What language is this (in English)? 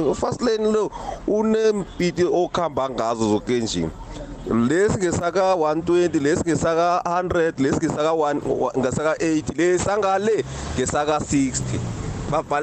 South Ndebele